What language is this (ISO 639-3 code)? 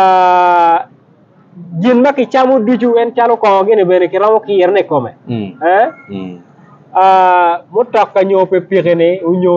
ach